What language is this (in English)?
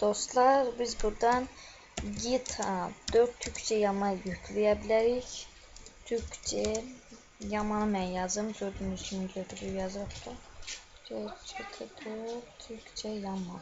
Azerbaijani